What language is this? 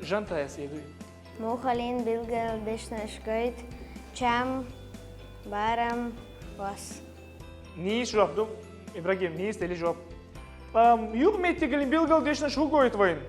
Chechen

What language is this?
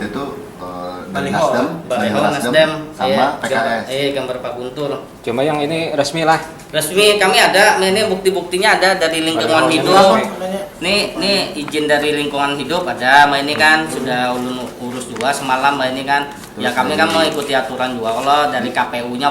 Banjar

